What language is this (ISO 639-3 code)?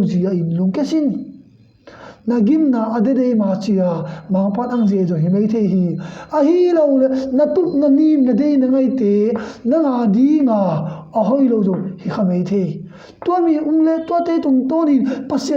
ctd